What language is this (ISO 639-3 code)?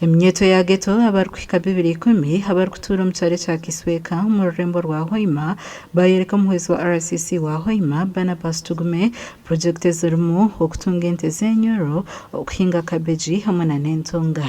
nyn